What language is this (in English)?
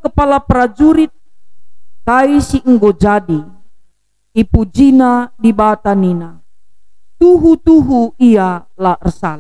Batak Karo